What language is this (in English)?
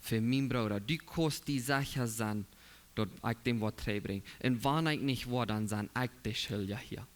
Plautdietsch